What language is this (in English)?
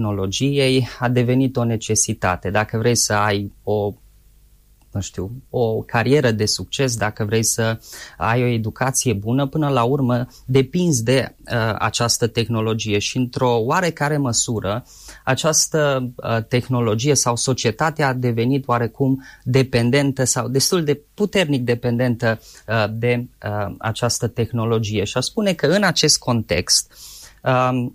Romanian